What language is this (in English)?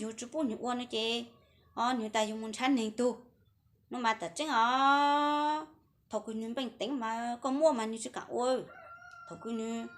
Hmong